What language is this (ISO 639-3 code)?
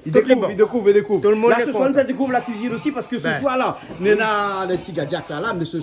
rcf